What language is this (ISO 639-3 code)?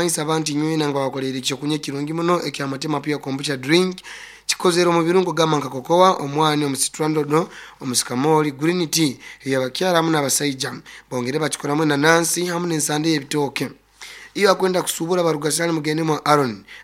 nyo